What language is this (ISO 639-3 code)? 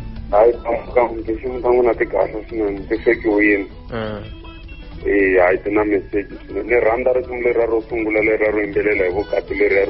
tso